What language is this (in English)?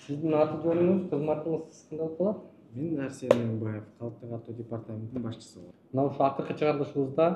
Kyrgyz